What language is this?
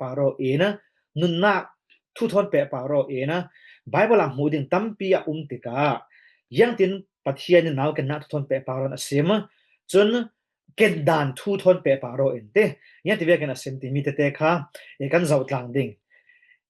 Falam Chin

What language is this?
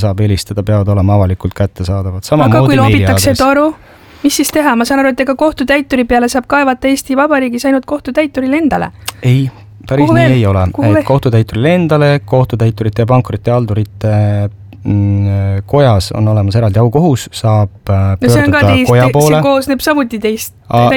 Estonian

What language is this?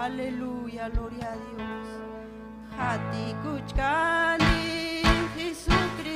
Ayacucho Quechua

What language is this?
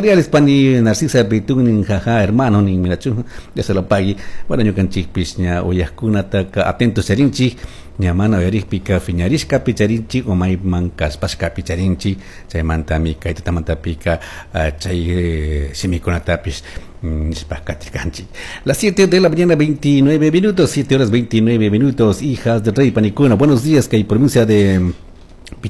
Chimborazo Highland Quichua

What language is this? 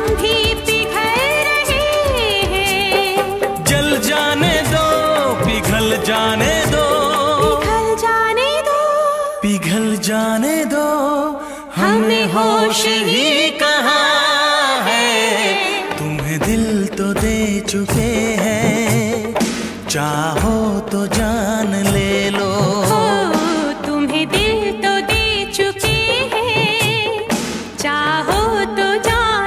Hindi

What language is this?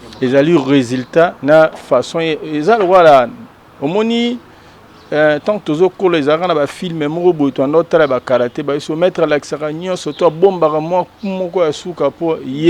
Lingala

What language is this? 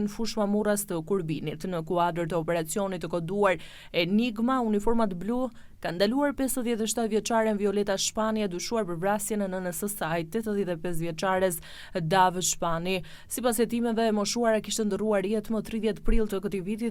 Albanian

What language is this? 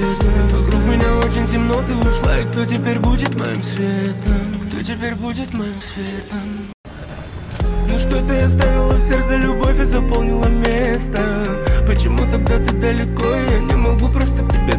Russian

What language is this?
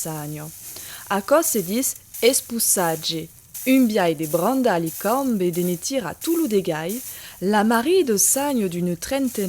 Occitan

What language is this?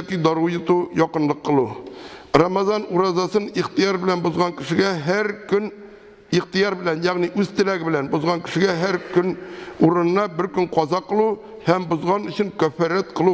Tatar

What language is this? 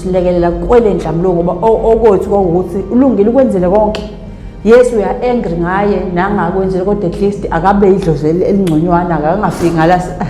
Zulu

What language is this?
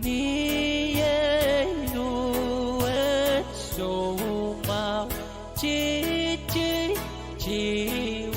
Pohnpeian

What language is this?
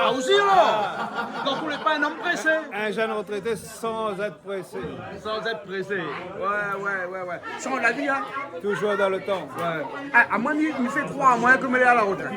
Réunion Creole French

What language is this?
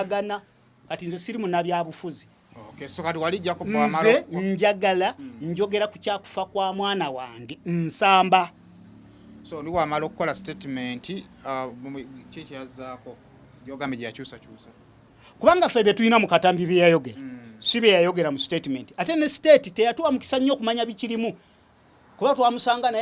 Ganda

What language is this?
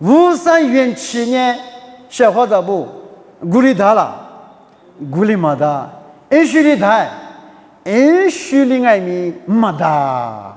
Lisu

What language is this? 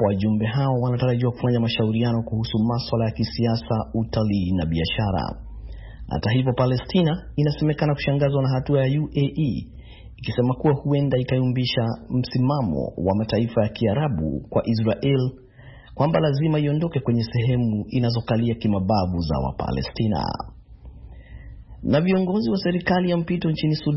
Swahili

